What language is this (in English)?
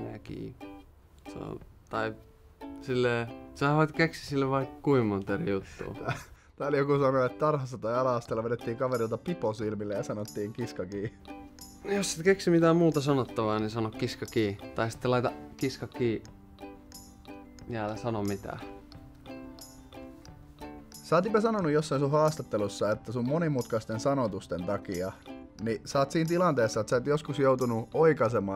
Finnish